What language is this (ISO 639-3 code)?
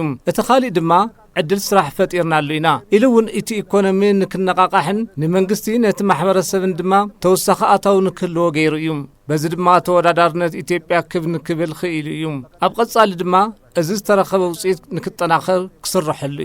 tir